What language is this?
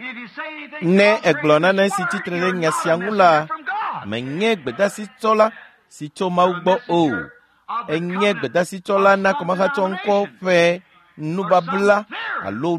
Ewe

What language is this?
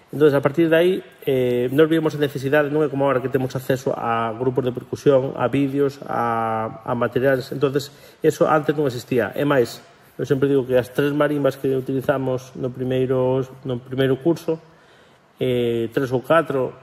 Galician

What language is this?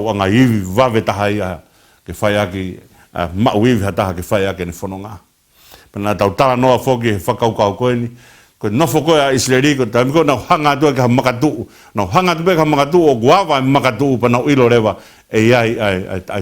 Tongan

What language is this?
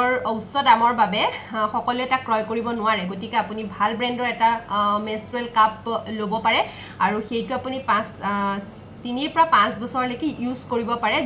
Assamese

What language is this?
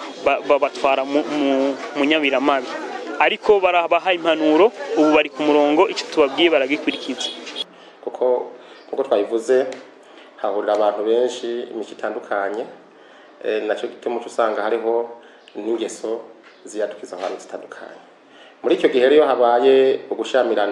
Rundi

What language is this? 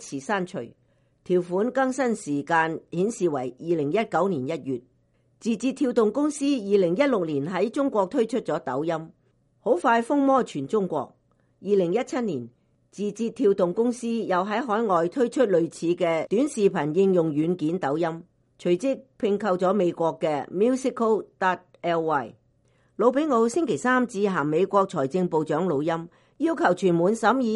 Cantonese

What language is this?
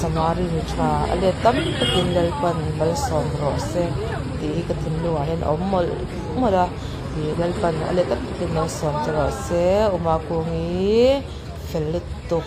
Mizo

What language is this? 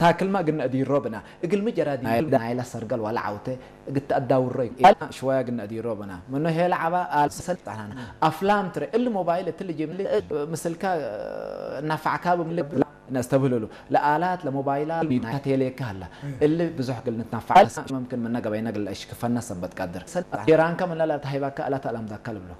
Tigre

